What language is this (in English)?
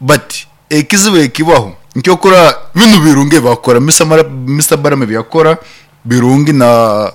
Nyankole